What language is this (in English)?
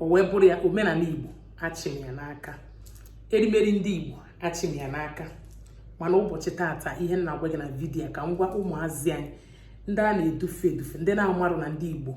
Igbo